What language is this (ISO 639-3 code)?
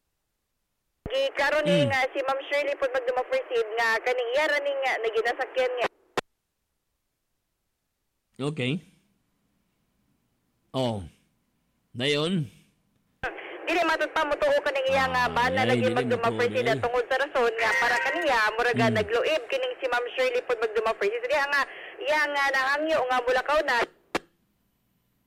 ceb